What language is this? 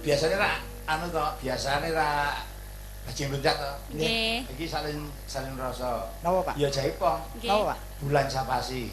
Javanese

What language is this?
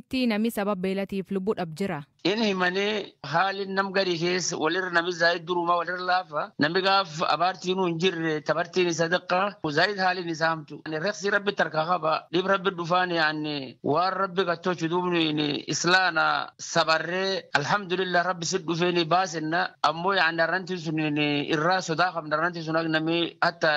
Oromo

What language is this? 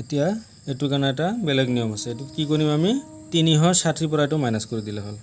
Assamese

